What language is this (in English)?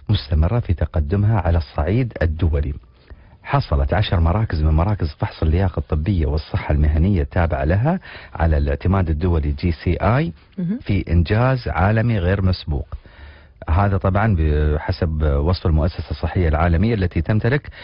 Arabic